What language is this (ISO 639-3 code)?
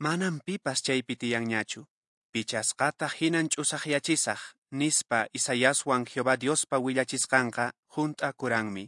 que